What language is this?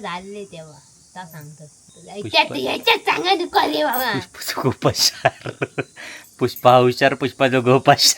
Konkani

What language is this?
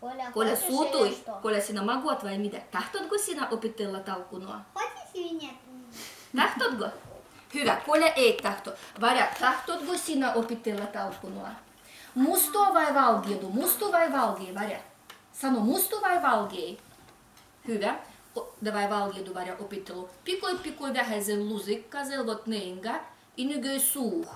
Livvi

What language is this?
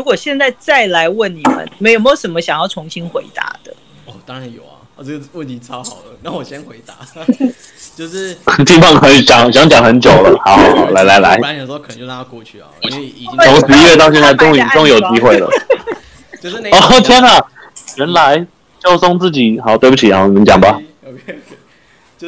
Chinese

